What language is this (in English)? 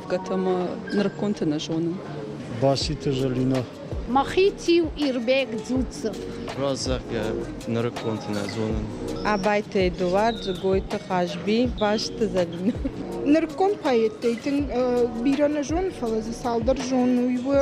Ossetic